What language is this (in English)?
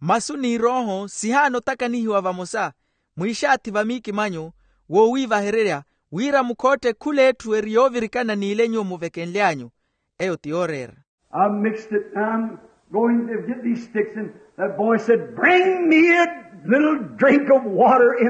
Makhuwa